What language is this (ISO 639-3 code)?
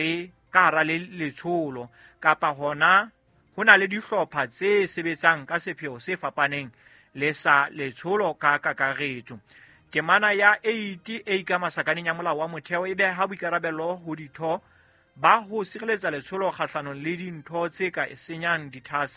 sot